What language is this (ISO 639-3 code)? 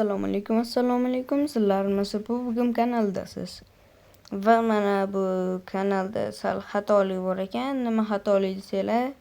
uzb